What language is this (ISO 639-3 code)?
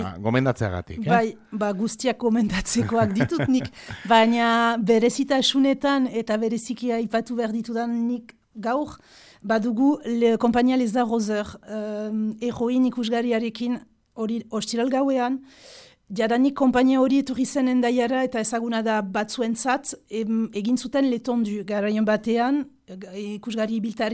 eus